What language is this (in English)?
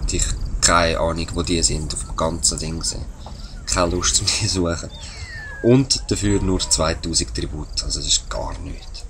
Swiss German